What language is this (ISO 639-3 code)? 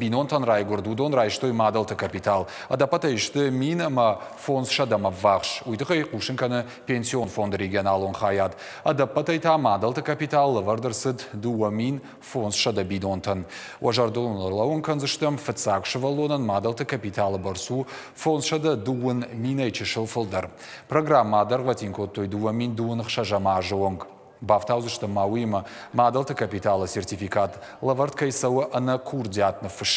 oss